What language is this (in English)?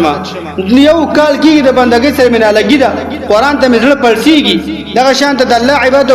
Pashto